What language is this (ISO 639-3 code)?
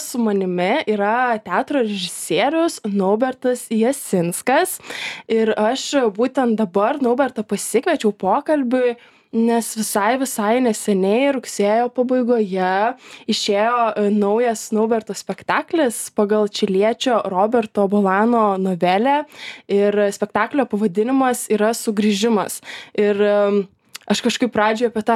lit